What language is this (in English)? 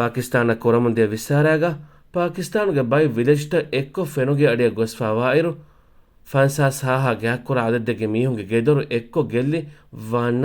Divehi